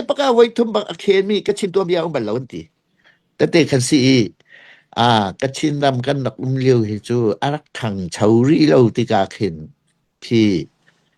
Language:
Hakha Chin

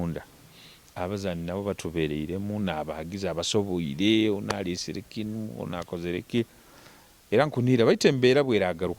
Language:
Nyoro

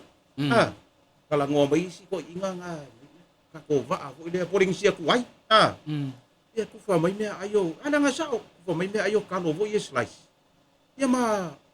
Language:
Samoan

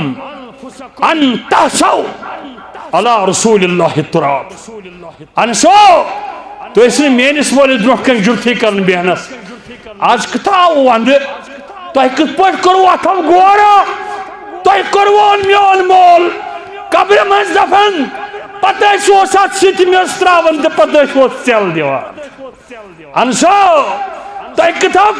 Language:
Kashmiri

